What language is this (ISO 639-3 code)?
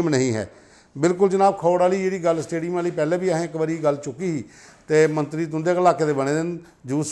doi